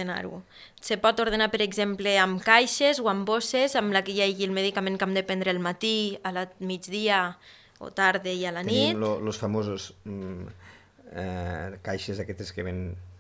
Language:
Catalan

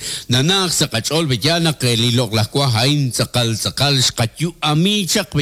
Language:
Kekchí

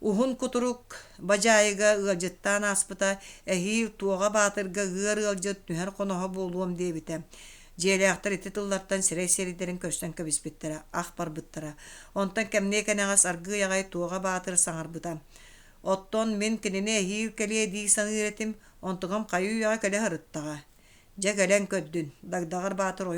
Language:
Yakut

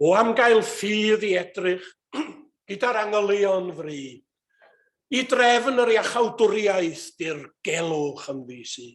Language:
Welsh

